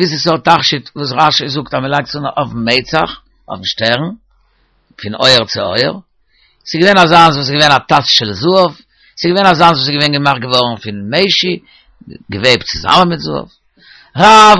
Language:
Yiddish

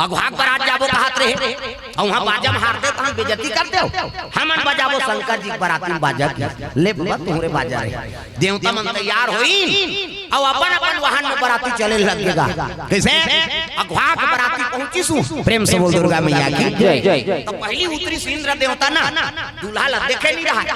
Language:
Chhattisgarhi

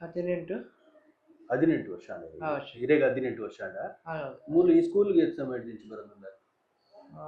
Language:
Tulu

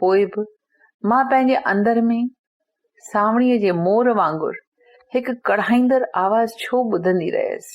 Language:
Sindhi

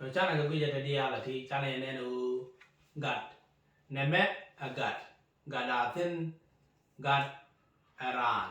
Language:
Nuer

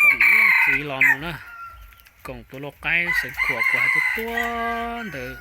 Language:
Hmong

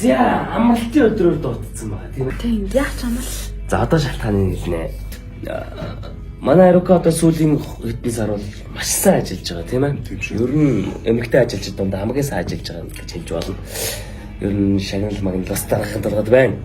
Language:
Mongolian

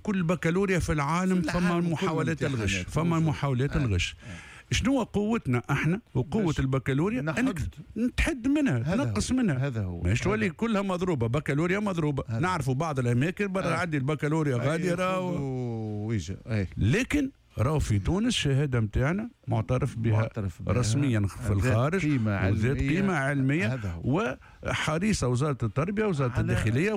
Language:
Tunisian Arabic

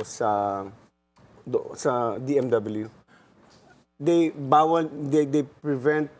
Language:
Filipino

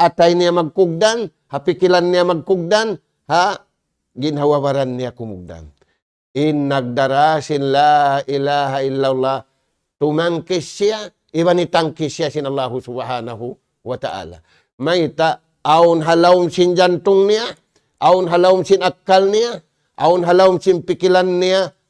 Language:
Tausug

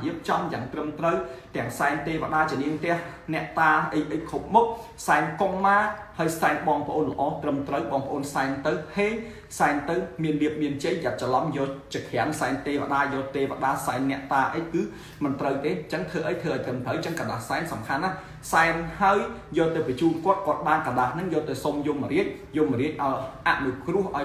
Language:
Khmer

